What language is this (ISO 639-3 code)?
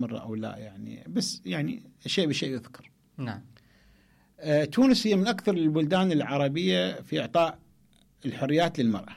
acm